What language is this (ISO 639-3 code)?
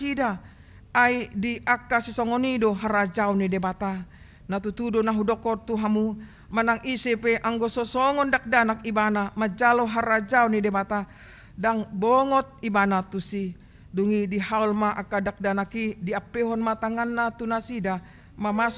bbc